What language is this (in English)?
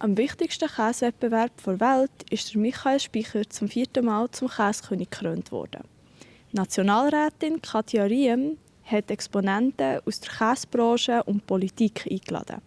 Swiss German